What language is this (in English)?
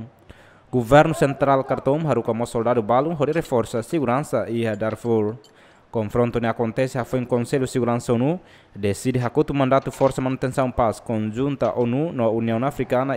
Tetum